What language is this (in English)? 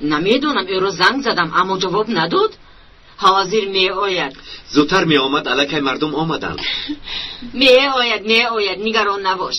Tajik